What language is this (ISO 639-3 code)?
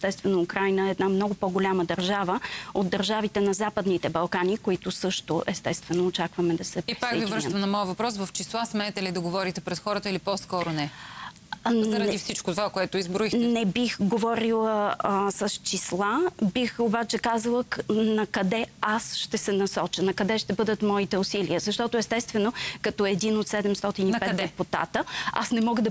bul